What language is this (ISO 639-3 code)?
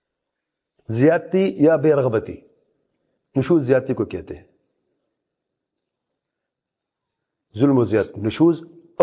urd